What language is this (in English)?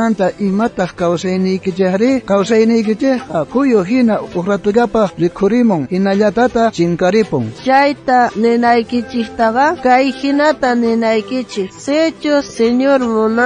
South Bolivian Quechua